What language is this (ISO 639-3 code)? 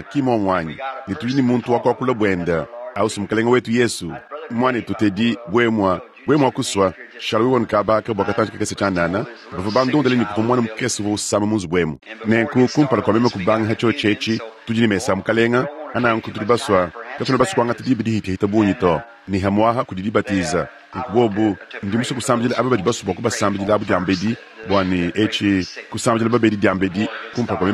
lua